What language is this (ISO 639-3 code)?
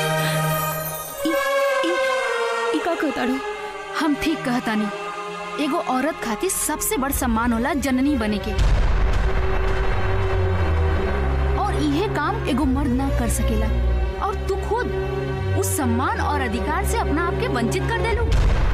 bho